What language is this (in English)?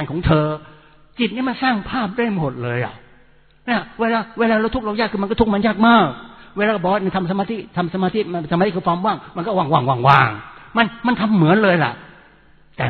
Thai